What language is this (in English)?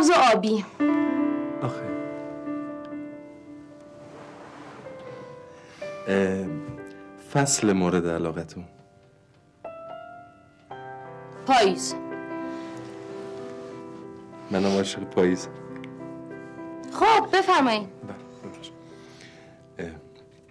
Persian